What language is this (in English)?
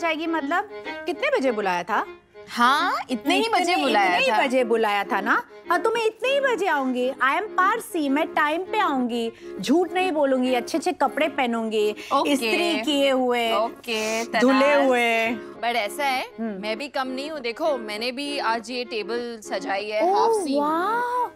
Hindi